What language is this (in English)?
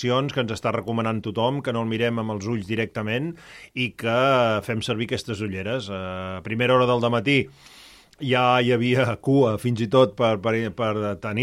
Catalan